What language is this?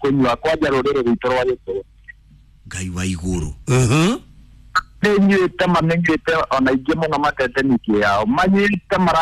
Kikuyu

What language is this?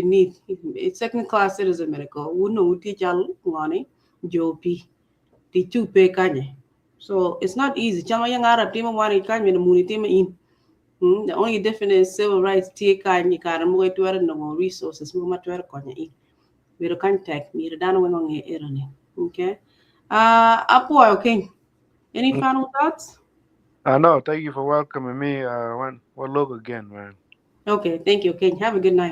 Acoli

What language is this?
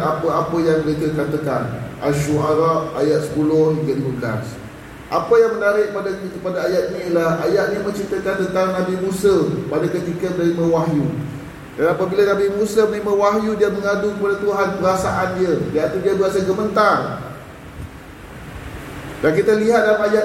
Malay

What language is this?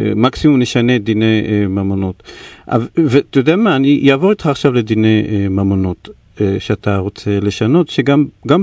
Hebrew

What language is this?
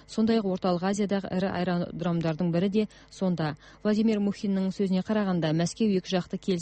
Kazakh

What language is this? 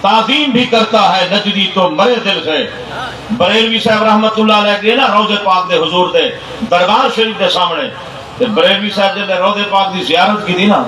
Saraiki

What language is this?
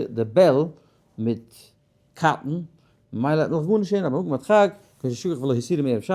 Yiddish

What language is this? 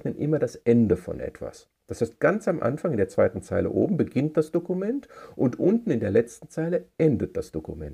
German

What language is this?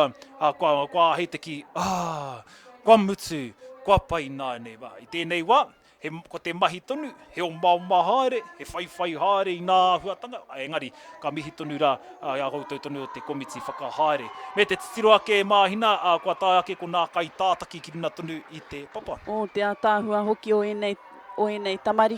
Māori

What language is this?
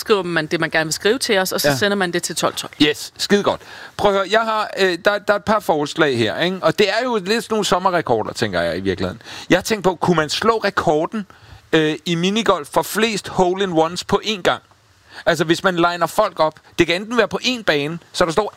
Danish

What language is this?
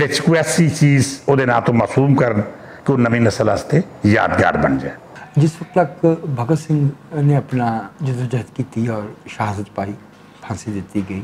Western Panjabi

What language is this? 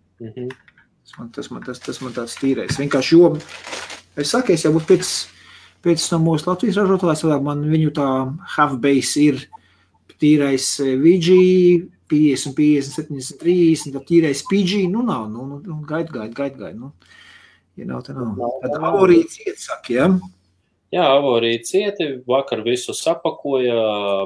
Latvian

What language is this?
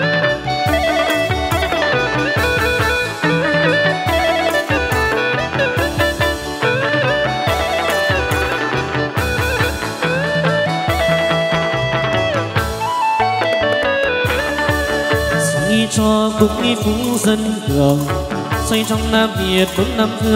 Vietnamese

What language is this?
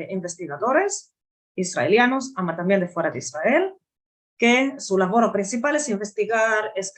Ladino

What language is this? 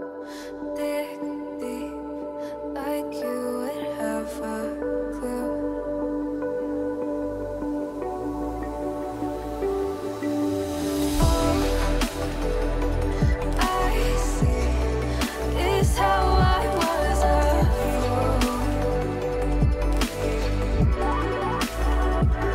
English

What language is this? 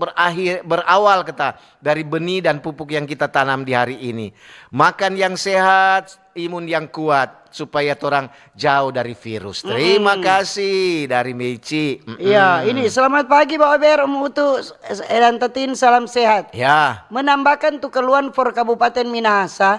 Manado Malay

